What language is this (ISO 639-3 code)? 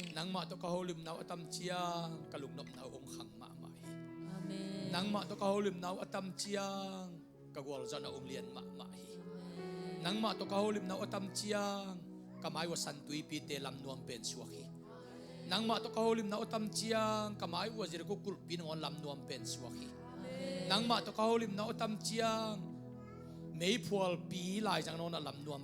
ctd